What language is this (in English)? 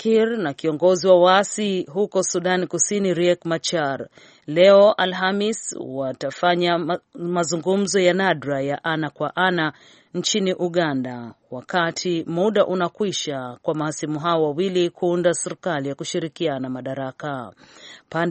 Swahili